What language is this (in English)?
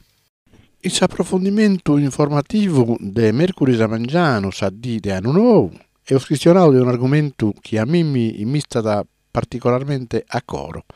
Sardinian